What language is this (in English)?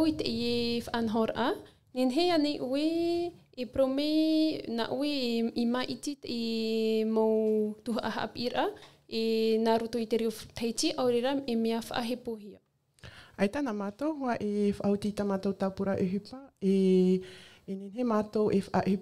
Tahitian